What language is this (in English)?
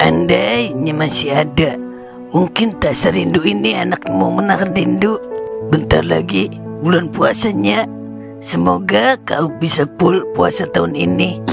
Betawi